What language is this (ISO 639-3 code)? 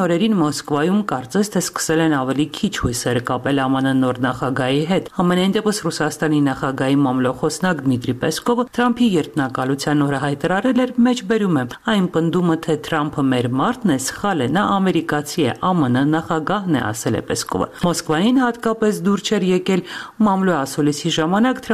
hye